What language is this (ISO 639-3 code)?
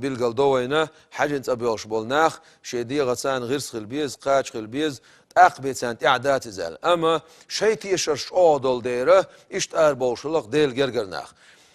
che